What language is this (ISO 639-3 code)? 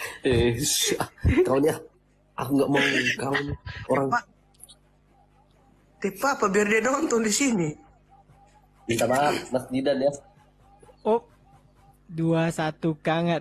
ind